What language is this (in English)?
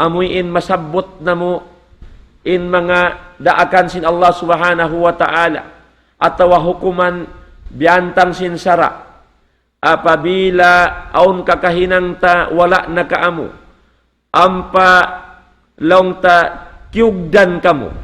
Tausug